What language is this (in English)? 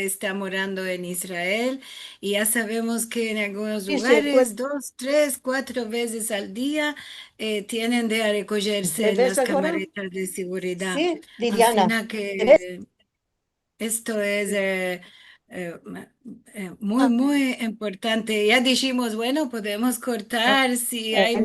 Ladino